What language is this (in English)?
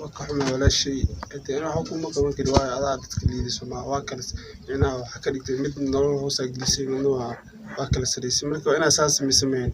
Somali